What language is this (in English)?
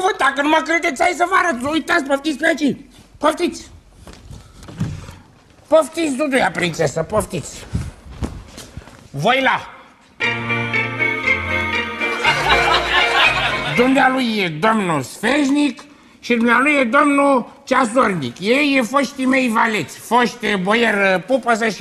Romanian